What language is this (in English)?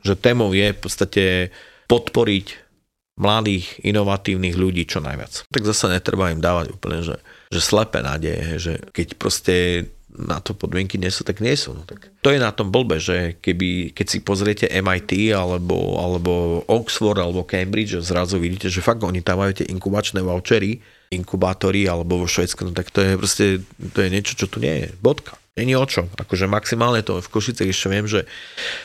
Slovak